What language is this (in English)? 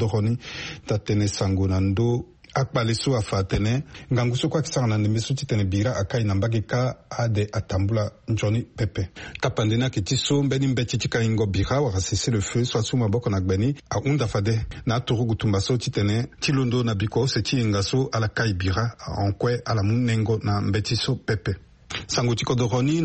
Sango